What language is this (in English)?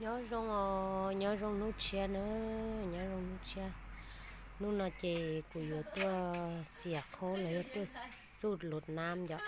Hmong